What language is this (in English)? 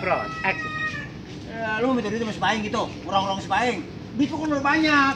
Betawi